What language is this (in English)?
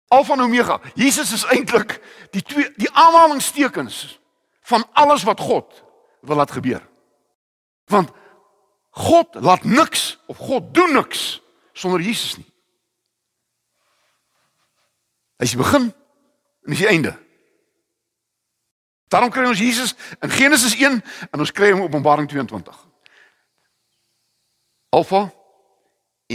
Afrikaans